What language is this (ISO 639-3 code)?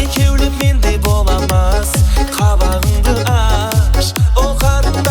kaa